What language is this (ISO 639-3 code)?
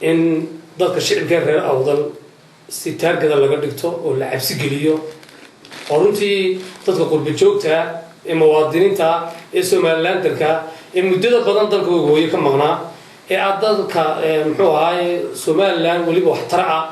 som